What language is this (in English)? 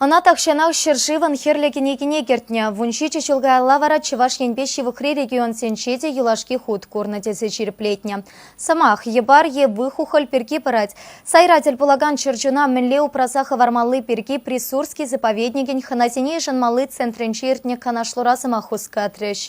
Chuvash